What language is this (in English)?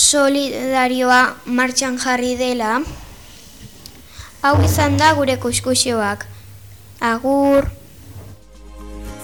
Basque